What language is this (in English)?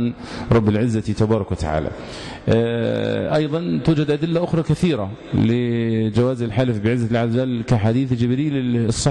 Arabic